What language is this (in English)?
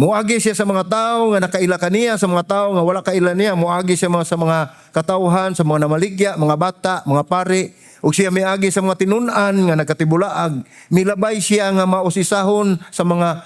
Cebuano